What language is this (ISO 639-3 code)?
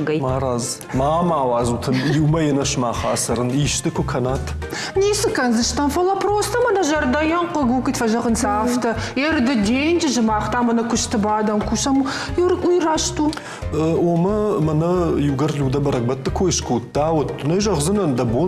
oss